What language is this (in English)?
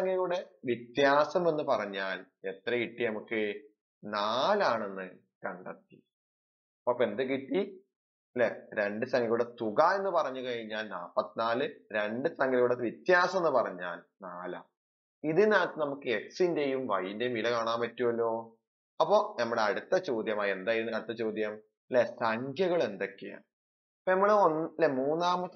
Malayalam